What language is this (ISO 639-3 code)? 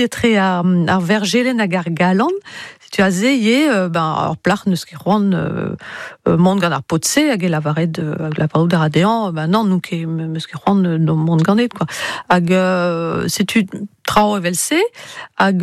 bre